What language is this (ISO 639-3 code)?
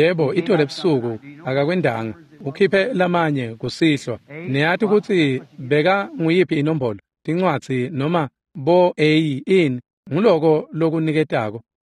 ssw